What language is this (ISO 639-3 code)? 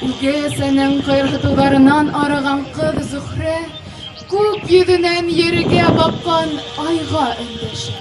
bak